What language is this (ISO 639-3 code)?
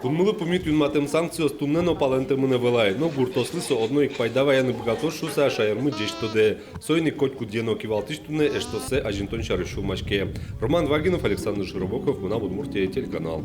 udm